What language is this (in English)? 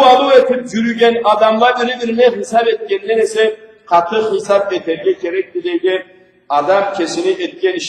Karachay-Balkar